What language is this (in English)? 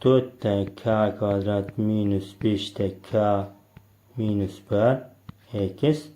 Uzbek